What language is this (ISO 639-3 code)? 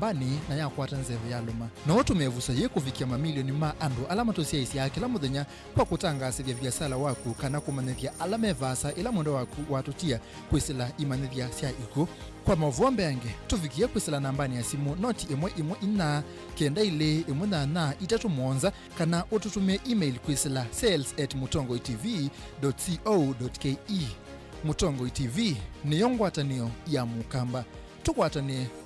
kam